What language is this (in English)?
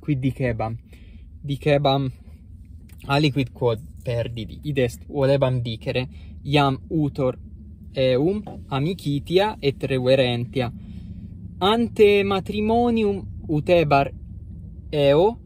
Latin